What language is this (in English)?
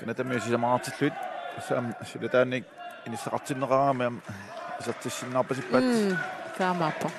Kalaallisut